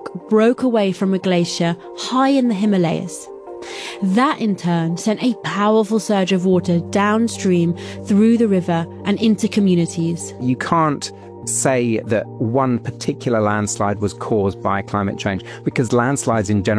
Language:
English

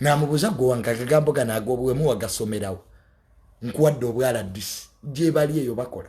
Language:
Ganda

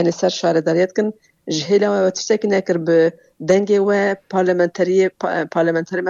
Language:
Kurdish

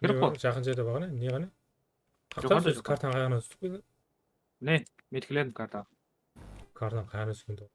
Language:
Kara-Kalpak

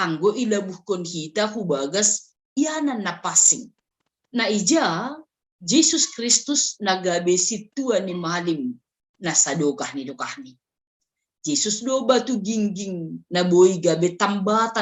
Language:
Batak Simalungun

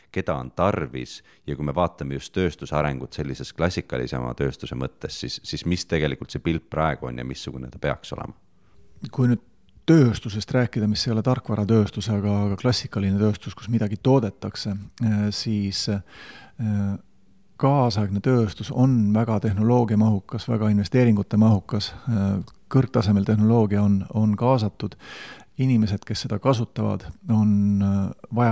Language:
Estonian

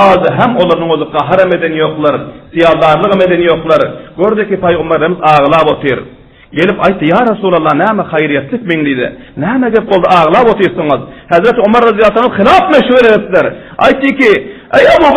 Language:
Turkmen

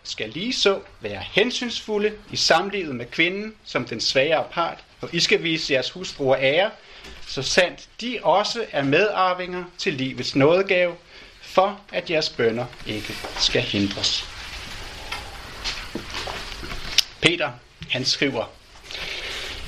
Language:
Danish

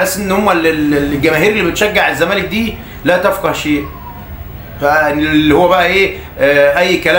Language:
Egyptian Arabic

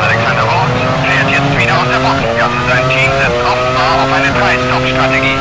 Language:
Bavarian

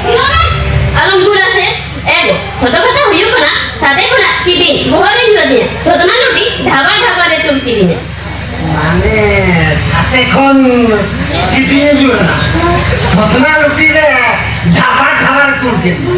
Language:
Santali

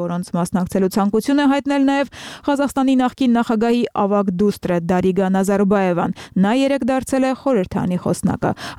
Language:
Armenian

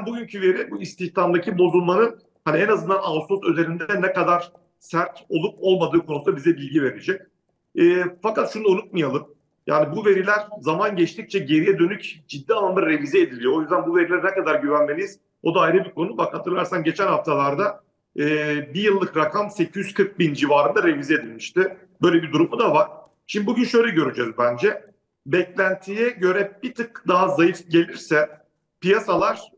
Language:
Turkish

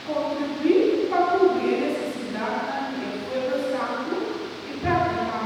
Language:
Papiamento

